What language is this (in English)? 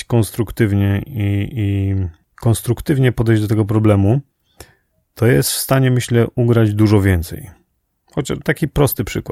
Polish